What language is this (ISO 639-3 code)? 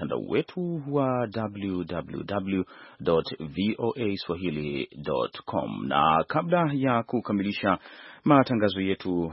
swa